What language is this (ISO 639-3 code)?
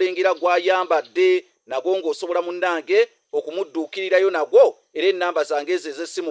lug